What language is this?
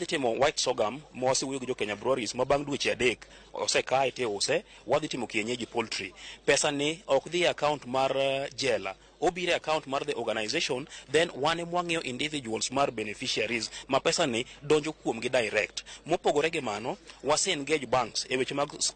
Luo (Kenya and Tanzania)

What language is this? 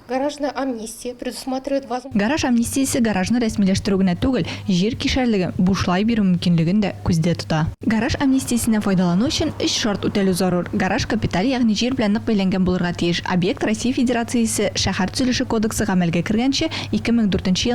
Tatar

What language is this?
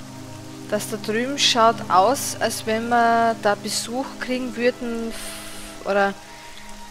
German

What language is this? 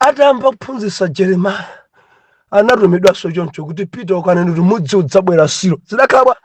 Nyanja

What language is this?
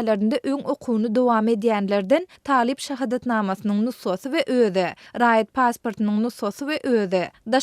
Turkmen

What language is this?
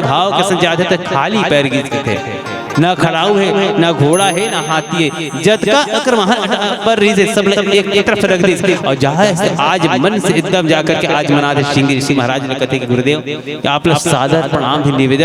Chhattisgarhi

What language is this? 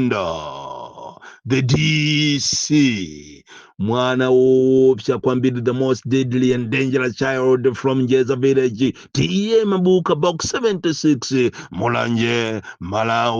Nyanja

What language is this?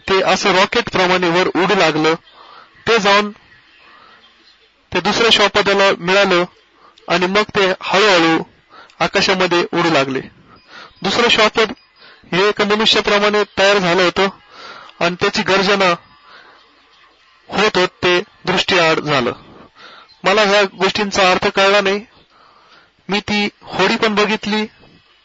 Marathi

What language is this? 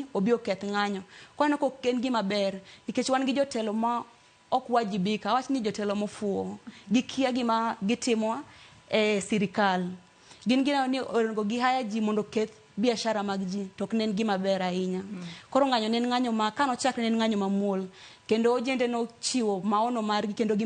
Luo (Kenya and Tanzania)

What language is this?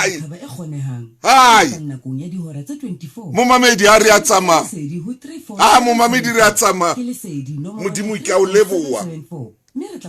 Southern Sotho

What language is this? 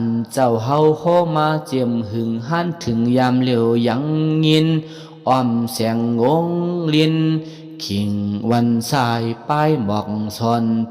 Shan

